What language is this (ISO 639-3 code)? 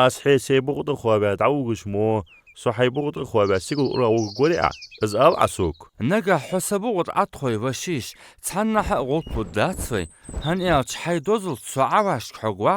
inh